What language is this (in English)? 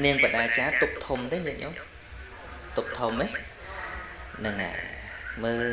Khmer